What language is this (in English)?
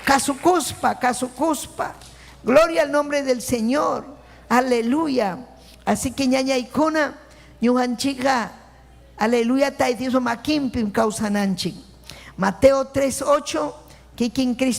Ayacucho Quechua